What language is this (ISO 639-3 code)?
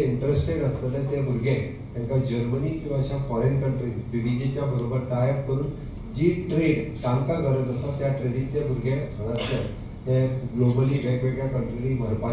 kok